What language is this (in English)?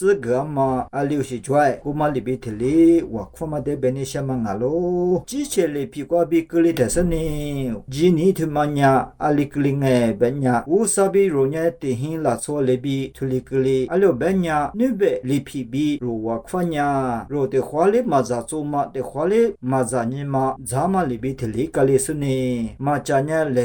Lisu